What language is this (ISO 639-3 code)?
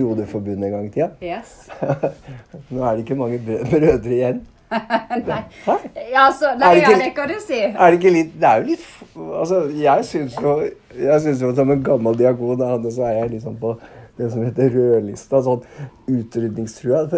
nor